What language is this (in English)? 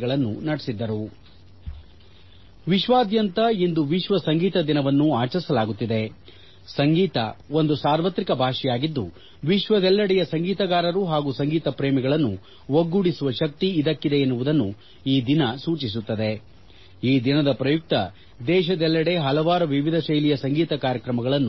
Kannada